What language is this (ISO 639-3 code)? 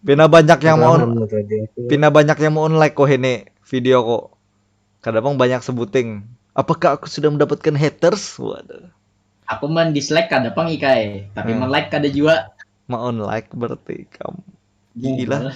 bjn